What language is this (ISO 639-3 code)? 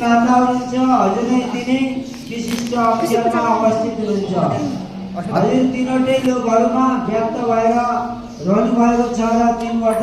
nep